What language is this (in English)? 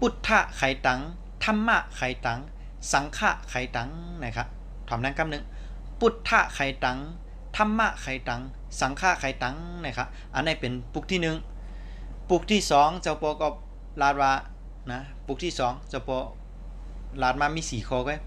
Lao